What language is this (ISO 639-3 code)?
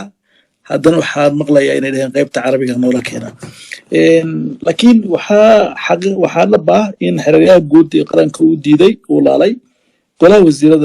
som